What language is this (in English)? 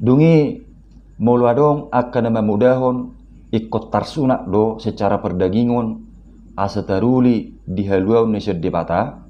Batak Toba